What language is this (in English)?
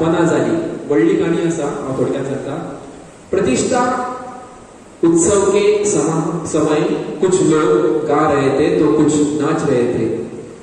Konkani